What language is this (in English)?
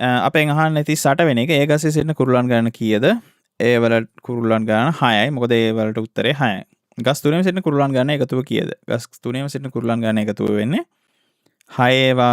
Sinhala